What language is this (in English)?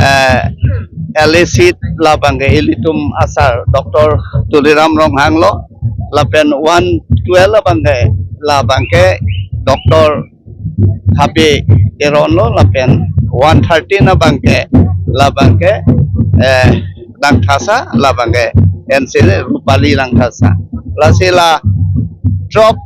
Karbi